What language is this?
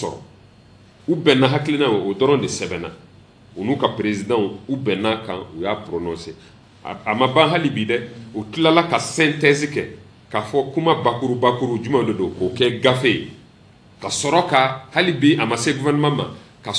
Bambara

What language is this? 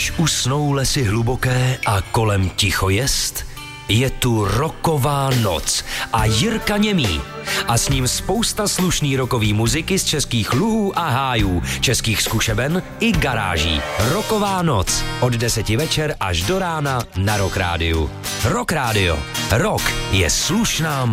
Czech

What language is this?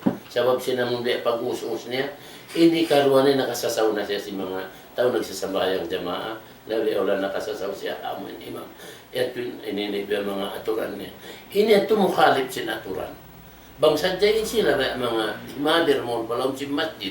Tausug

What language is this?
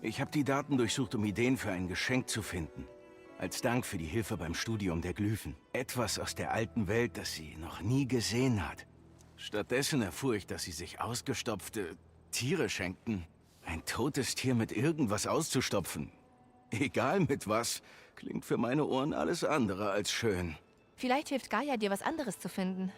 Bavarian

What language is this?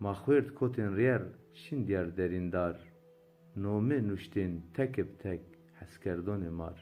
Zaza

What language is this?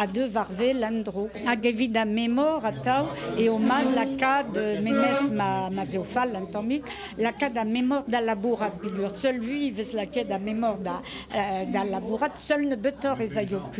Breton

